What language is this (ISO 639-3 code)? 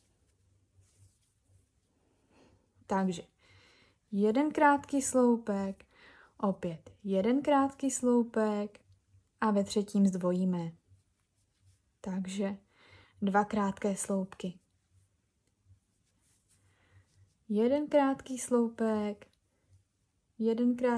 ces